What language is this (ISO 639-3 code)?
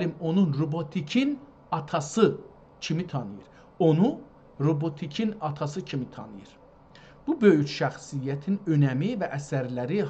azb